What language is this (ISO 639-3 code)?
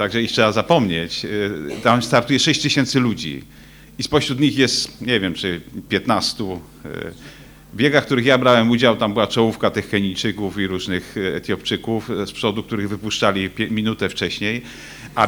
pol